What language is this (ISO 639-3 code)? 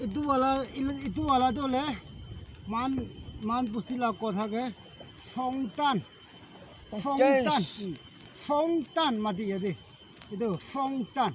nag